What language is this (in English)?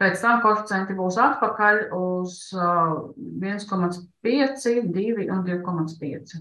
Latvian